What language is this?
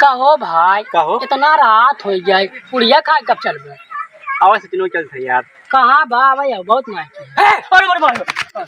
Awadhi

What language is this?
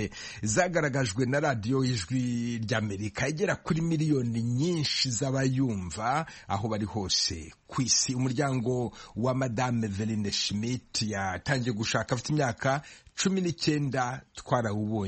Kinyarwanda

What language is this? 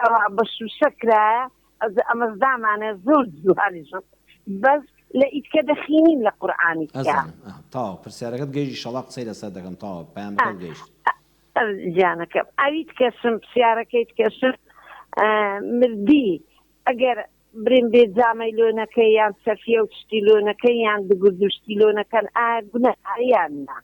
Central Kurdish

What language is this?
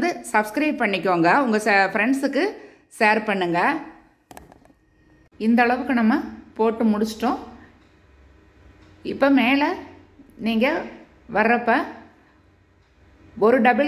Tamil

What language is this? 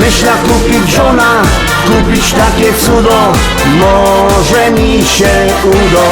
Silesian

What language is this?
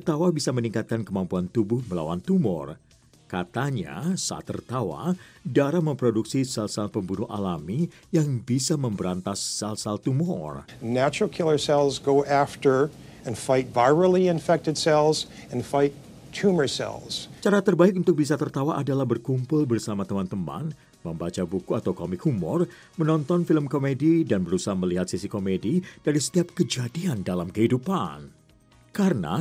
Indonesian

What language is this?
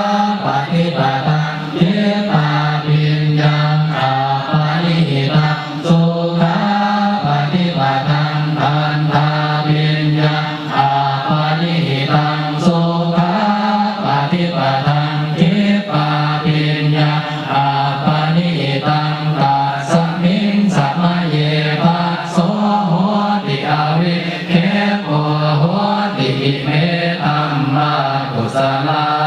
Pali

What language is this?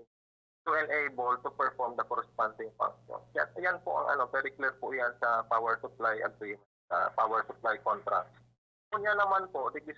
Bikol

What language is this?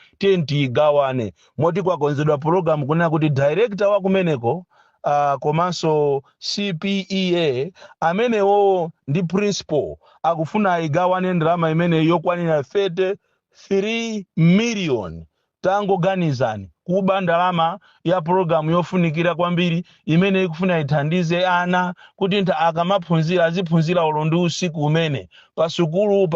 Nyanja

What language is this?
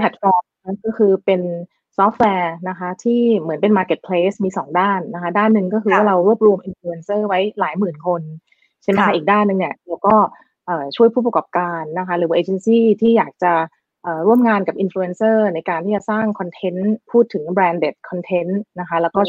Thai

